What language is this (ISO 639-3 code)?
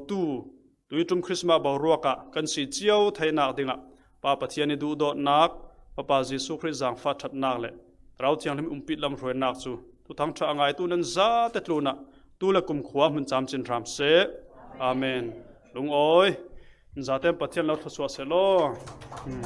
cfm